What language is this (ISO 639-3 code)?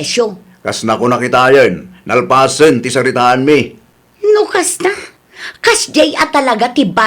ilo